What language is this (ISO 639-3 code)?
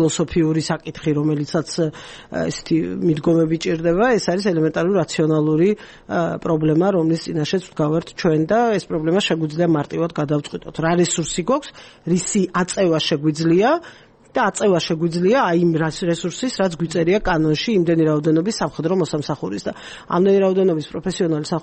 kat